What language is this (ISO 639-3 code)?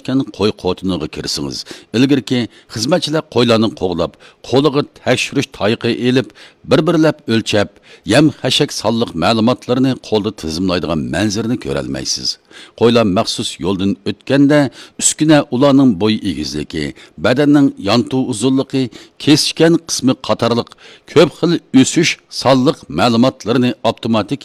uig